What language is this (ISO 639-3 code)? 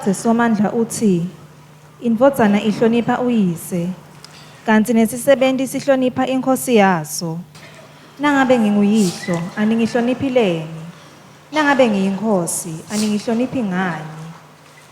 ssw